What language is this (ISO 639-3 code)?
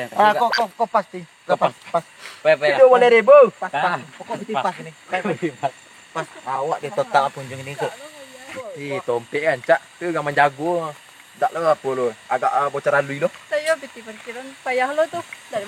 min